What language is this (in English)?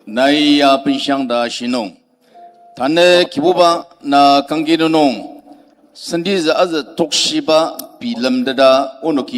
Ao Naga